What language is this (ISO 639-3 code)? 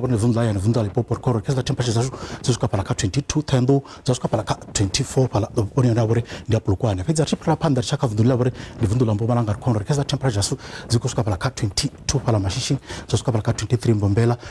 ven